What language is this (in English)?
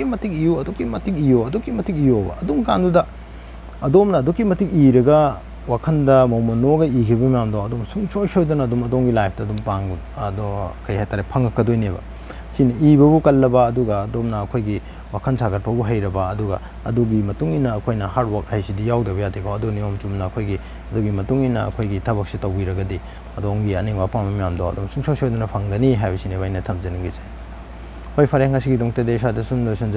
Manipuri